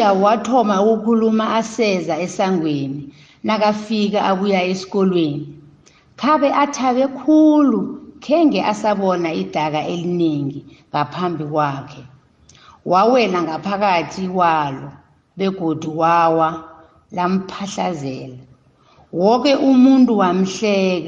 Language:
South Ndebele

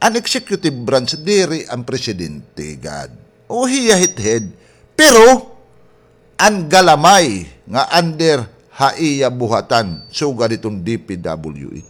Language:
Waray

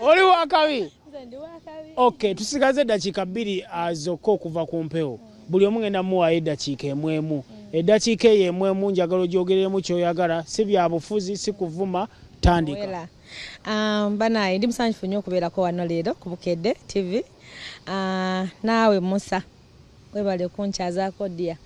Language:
Ganda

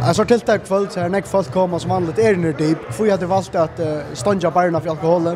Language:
Faroese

